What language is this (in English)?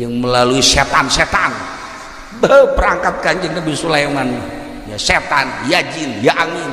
Sundanese